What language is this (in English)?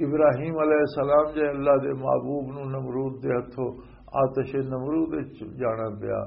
Western Panjabi